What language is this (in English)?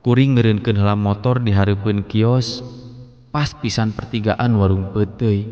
Sundanese